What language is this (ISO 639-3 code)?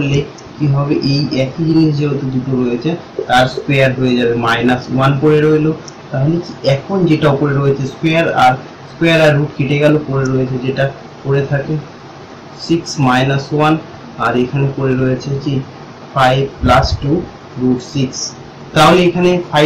ben